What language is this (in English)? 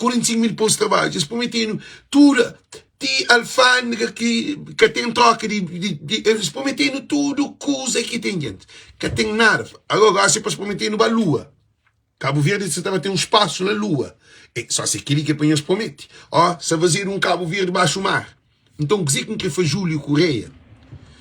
Kabuverdianu